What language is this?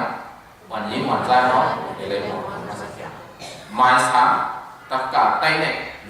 Shan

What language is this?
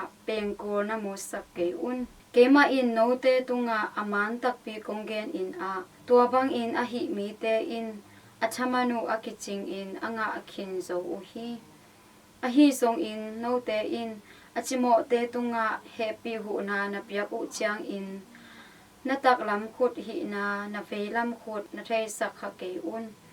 Tedim Chin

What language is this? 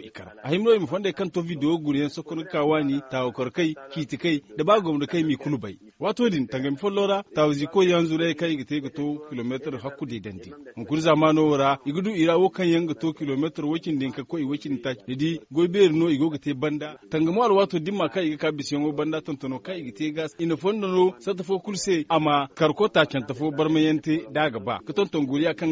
Zarma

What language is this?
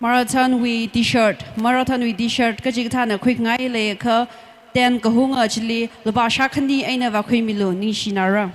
Tangkhul Naga (India)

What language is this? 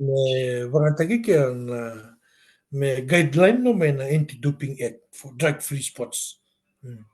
Fijian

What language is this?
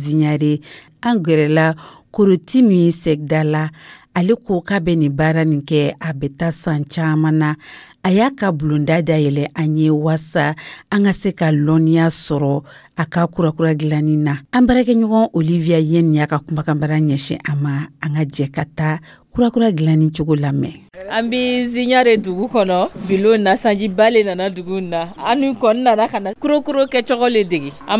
Dyula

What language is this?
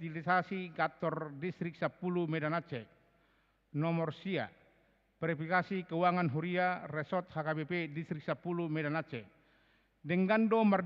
Batak Toba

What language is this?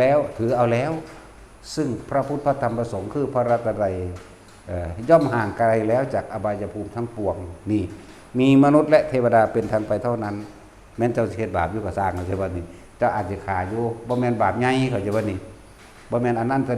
Northeastern Thai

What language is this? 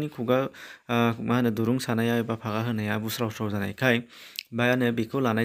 Bodo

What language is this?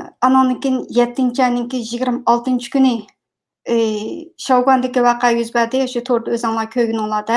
Uyghur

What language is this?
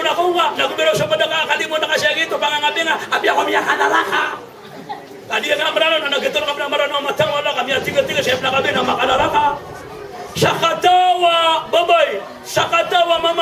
Maranao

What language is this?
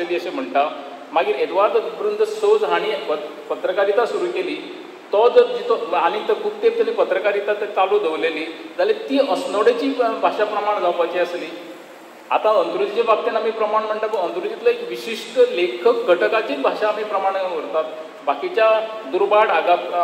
Konkani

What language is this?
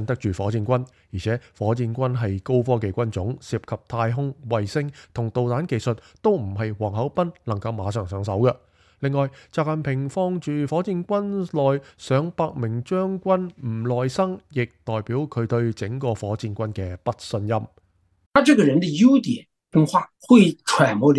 Cantonese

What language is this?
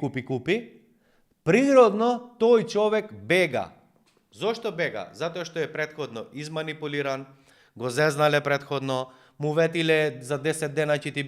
Macedonian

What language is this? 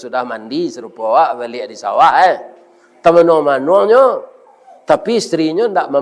Minangkabau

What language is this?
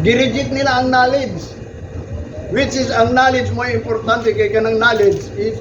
Cebuano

